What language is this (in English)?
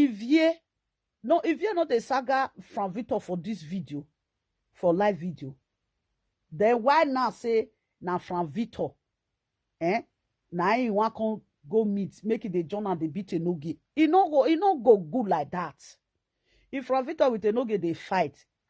Nigerian Pidgin